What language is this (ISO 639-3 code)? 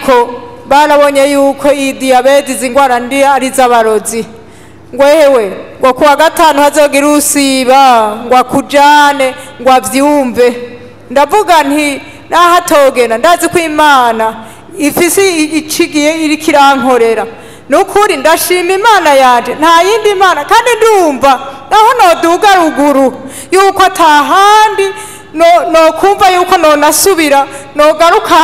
run